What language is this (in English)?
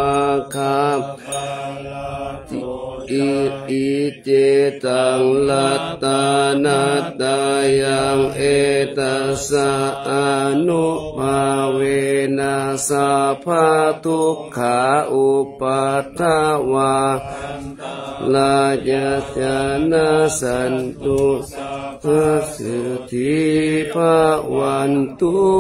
Pali